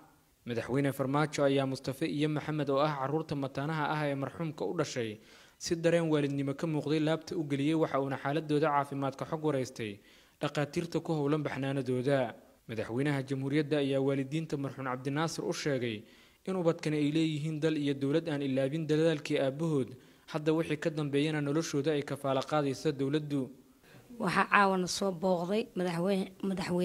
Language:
Somali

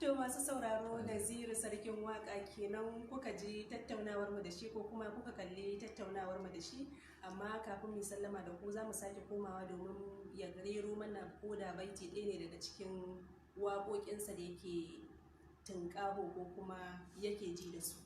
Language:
Hausa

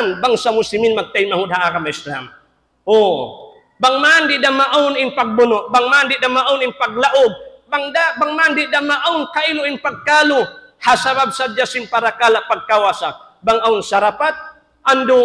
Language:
Tausug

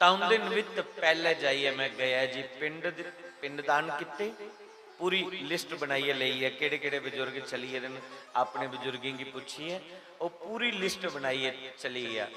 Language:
Dogri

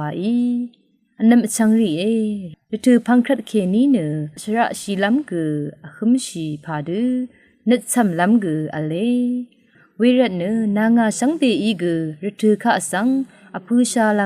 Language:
Rawang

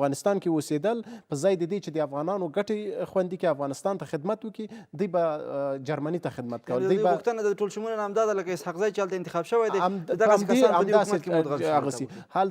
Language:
Pashto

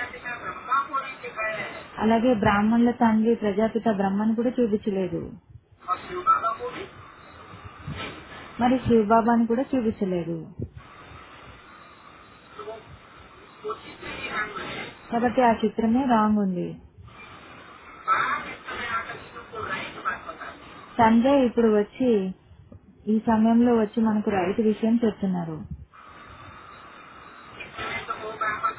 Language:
Telugu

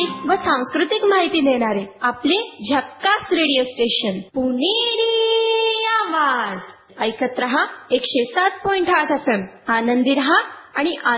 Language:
Marathi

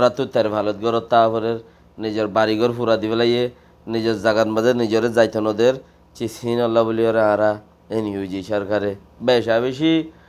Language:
Rohingya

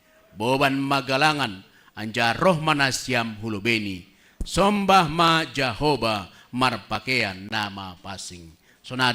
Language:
Batak Simalungun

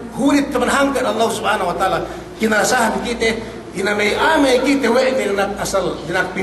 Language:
Yakan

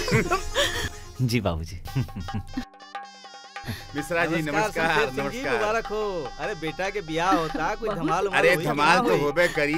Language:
Bhojpuri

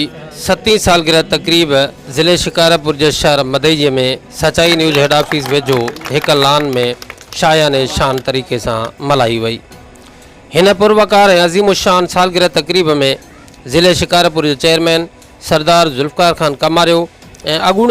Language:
Sindhi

